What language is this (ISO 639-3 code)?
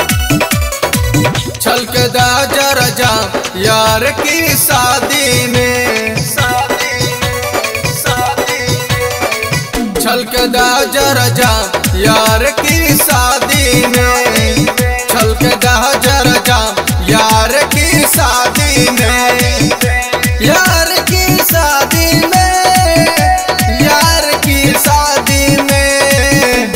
bho